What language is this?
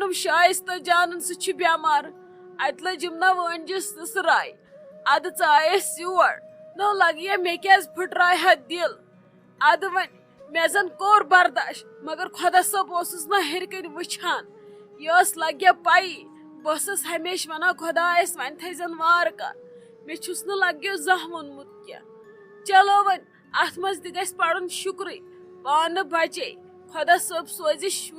Kashmiri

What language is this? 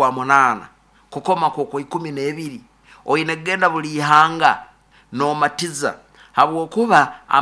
Nyoro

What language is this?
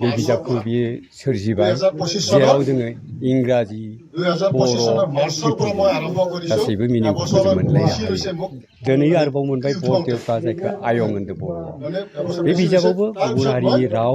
Bodo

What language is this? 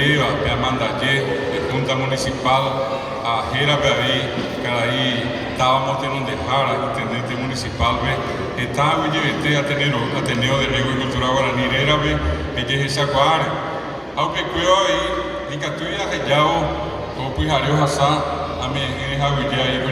Guarani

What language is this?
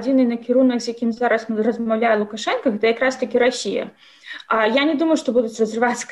Belarusian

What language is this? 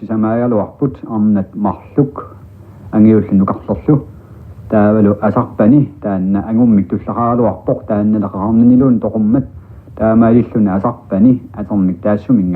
Kalaallisut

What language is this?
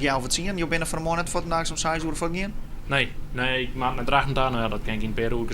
Western Frisian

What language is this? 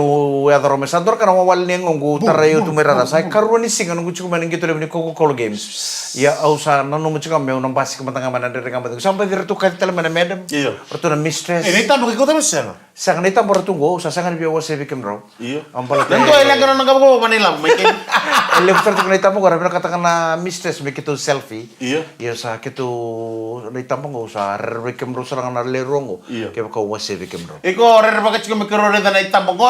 Fijian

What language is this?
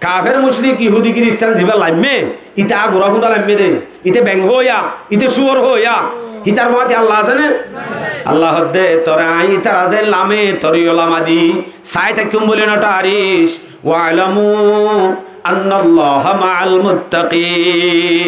Rohingya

